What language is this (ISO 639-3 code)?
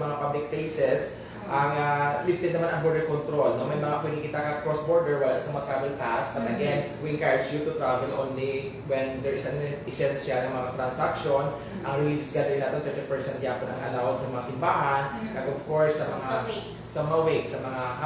hil